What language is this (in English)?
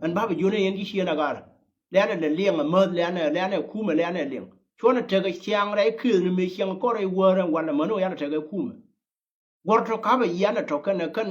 Nuer